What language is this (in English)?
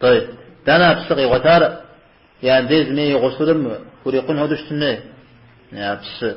Kabardian